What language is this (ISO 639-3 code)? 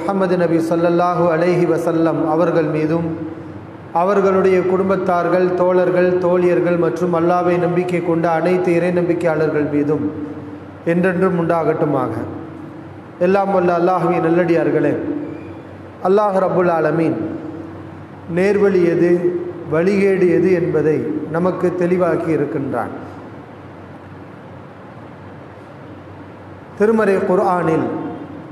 tam